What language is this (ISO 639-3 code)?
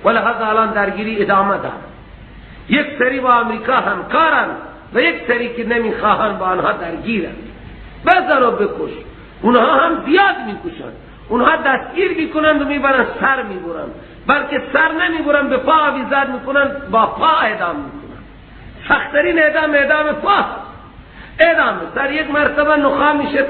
fas